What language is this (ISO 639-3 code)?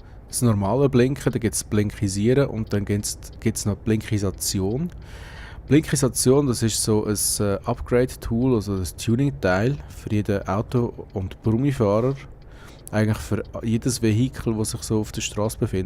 gsw